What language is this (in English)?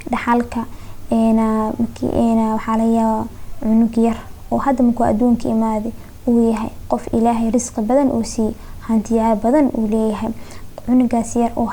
Somali